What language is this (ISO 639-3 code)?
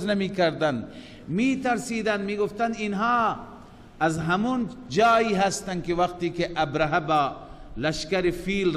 fas